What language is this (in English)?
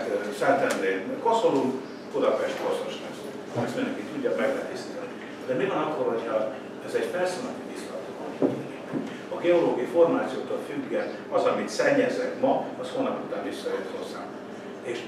Hungarian